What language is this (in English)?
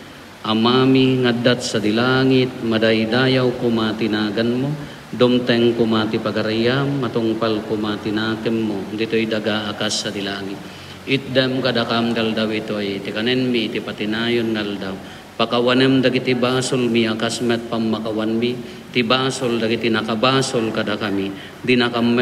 Iloko